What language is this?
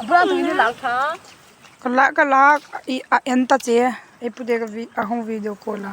Hmar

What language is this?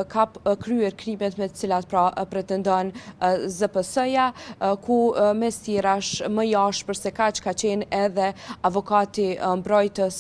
Albanian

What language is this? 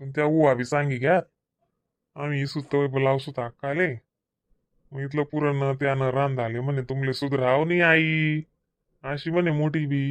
Khandesi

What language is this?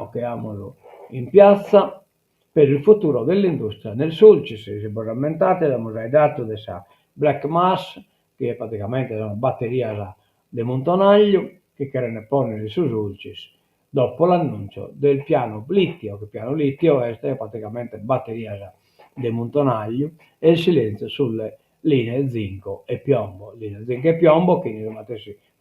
Sardinian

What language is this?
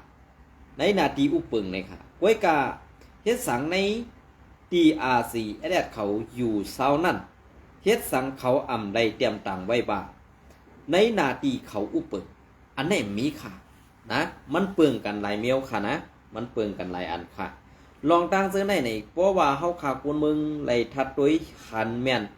Shan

